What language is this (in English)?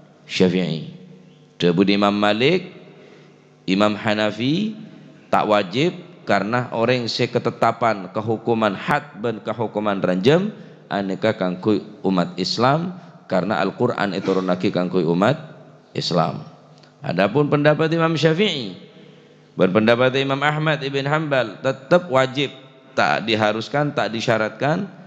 Madurese